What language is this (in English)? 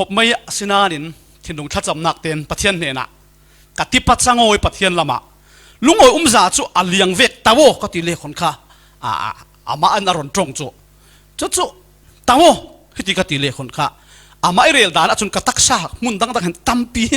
Falam Chin